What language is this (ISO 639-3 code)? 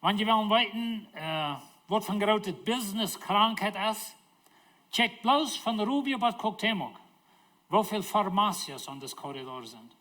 pdt